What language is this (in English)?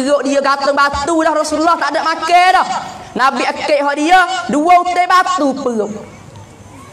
Pattani Malay